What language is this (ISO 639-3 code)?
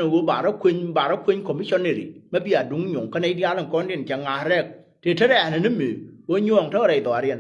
nus